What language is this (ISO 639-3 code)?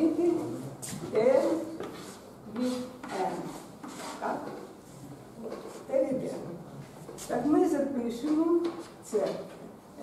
ukr